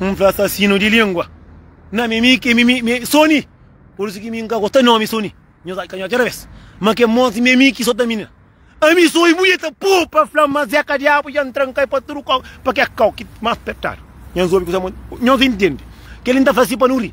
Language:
Kabuverdianu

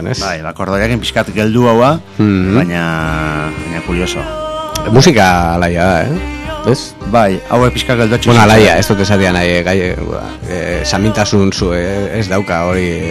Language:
Basque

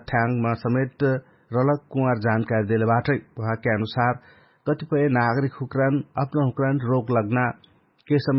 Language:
Dangaura Tharu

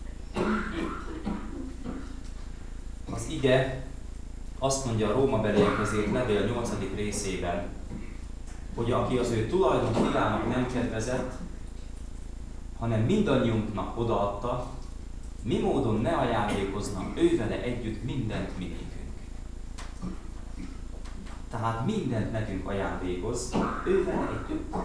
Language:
Hungarian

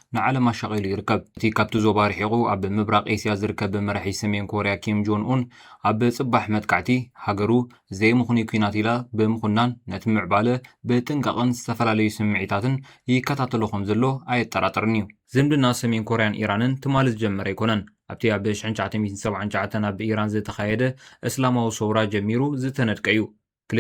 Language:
Tigrinya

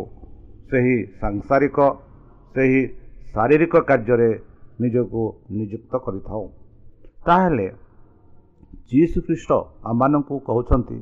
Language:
Odia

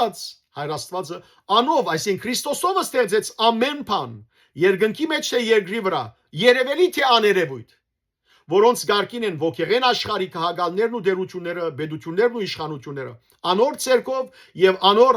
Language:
Western Armenian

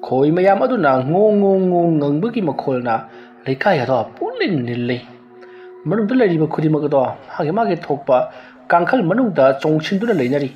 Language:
Manipuri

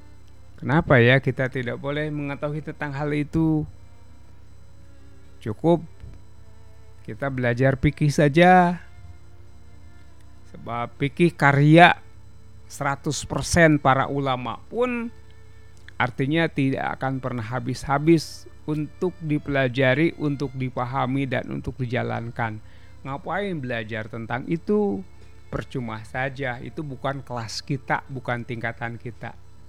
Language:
Indonesian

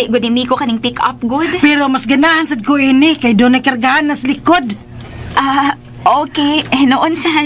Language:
Cebuano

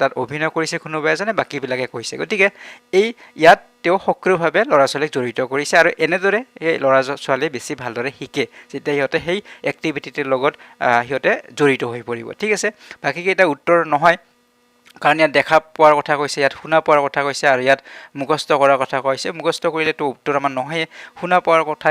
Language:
Assamese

